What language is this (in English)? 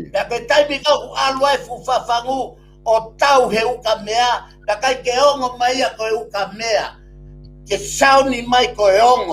Tongan